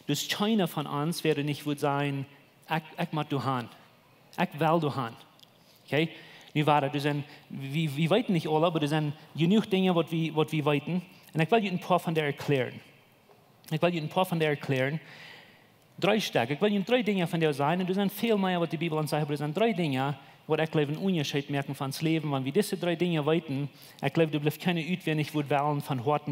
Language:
Plautdietsch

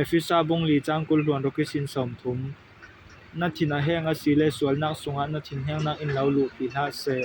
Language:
Falam Chin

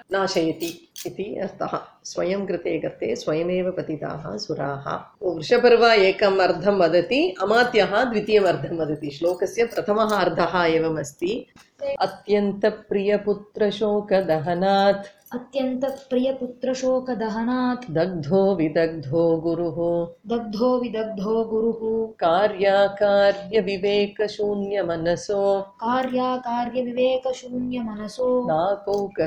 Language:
Sanskrit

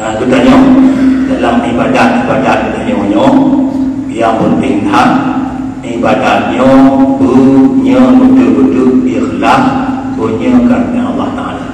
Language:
Achinese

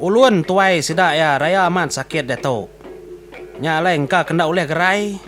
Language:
Iban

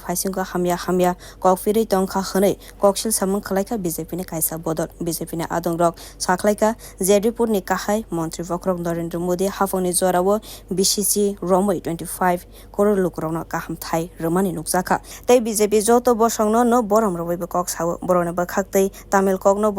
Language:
Kok Borok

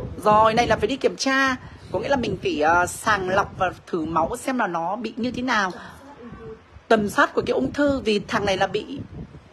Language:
Vietnamese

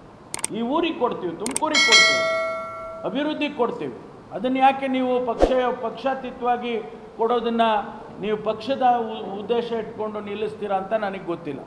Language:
Kannada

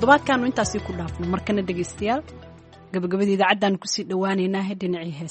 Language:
Somali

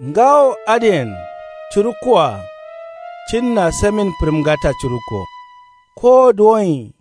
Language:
Kanuri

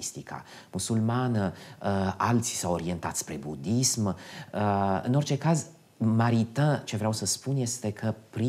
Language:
Romanian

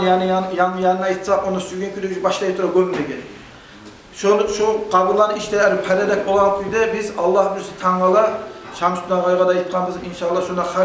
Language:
Kumyk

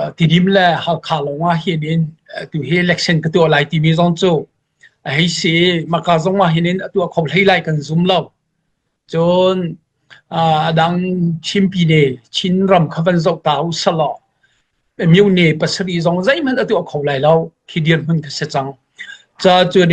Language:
Falam Chin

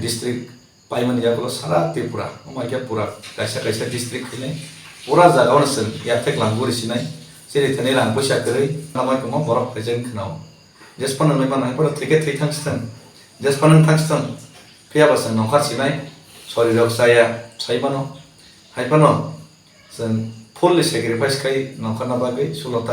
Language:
Kok Borok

